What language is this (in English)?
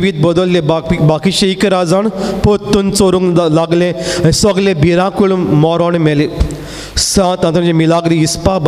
Konkani